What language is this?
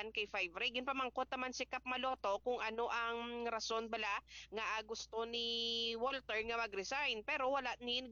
Hiligaynon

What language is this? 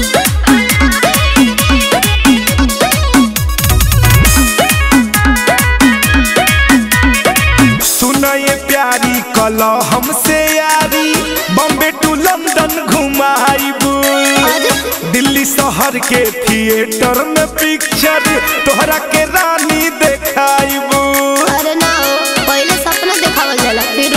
Bhojpuri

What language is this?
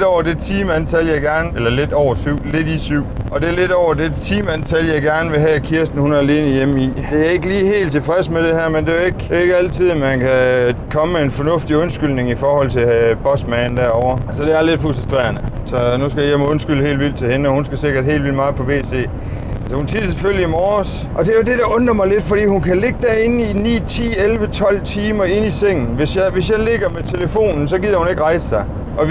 Danish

